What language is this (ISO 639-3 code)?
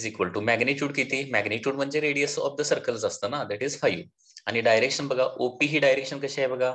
mar